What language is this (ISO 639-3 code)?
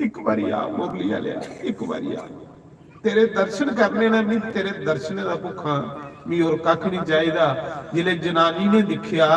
doi